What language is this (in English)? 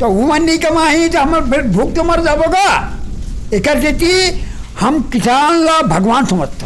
Chhattisgarhi